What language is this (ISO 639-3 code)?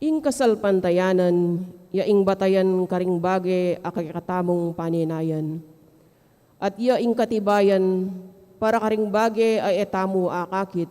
pam